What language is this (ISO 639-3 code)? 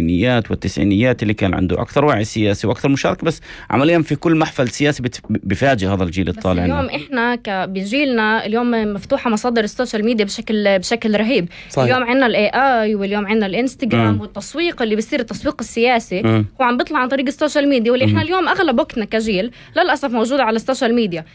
apc